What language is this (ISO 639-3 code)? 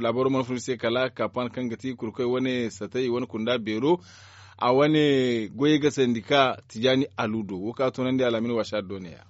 dje